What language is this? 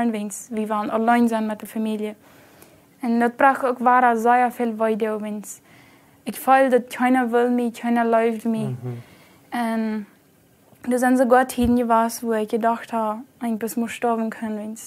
Plautdietsch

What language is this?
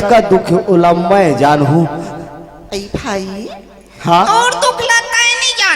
Chhattisgarhi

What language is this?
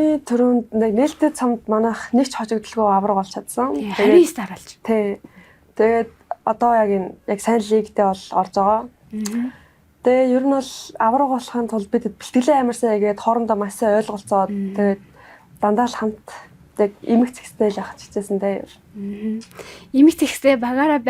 Mongolian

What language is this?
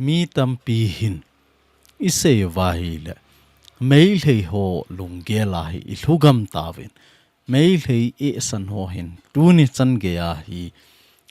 Thado Chin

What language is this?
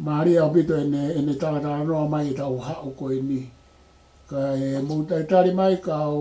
Tongan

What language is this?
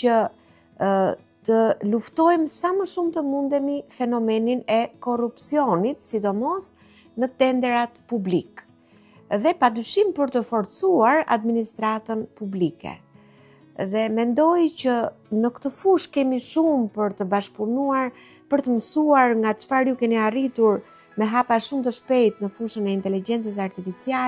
Albanian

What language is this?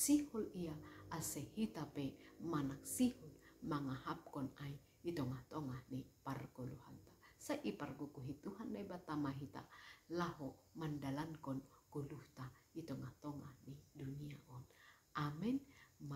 Batak Simalungun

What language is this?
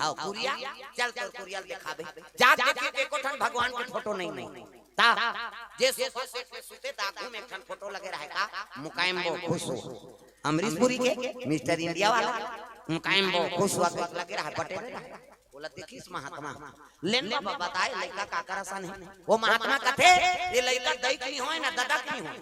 Chhattisgarhi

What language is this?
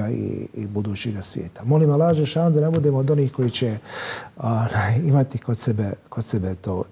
Bosnian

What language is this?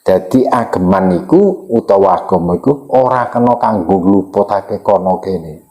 Javanese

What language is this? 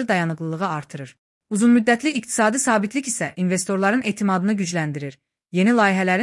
Azerbaijani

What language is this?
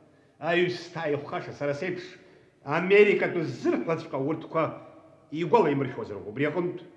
Abkhazian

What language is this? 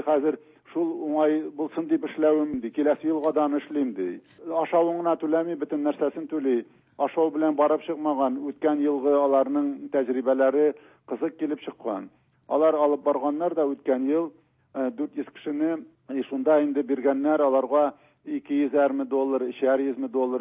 Tatar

